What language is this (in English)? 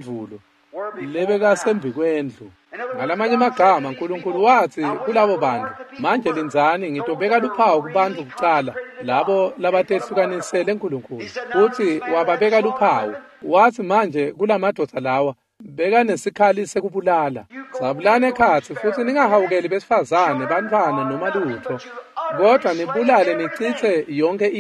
Swati